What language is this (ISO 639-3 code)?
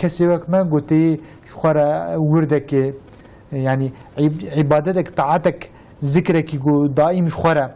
kur